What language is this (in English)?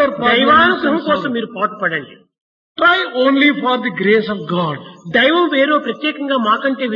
Telugu